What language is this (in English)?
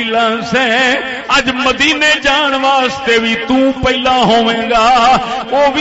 Saraiki